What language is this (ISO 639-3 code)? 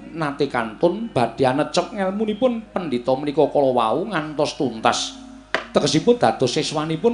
jav